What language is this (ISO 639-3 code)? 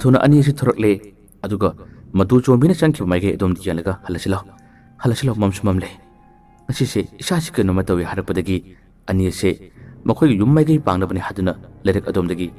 mni